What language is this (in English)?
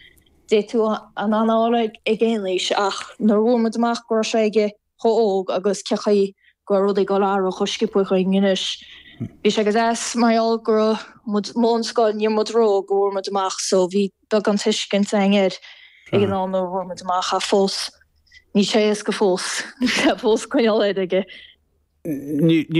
Irish